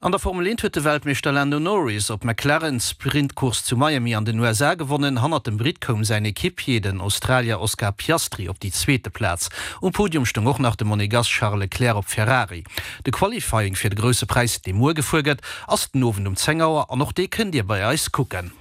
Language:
Luxembourgish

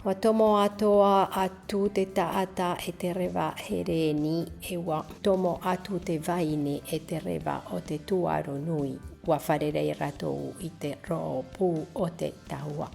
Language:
Tahitian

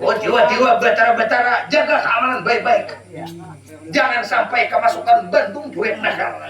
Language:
Banjar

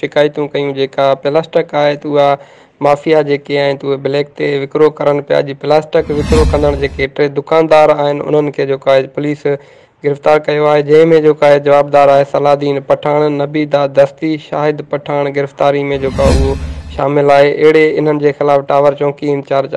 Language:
Sindhi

